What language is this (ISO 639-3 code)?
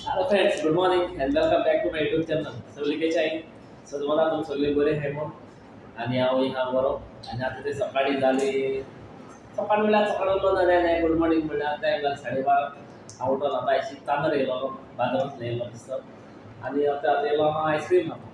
kok